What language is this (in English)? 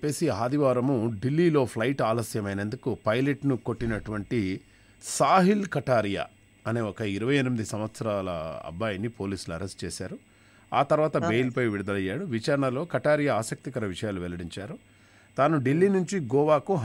Telugu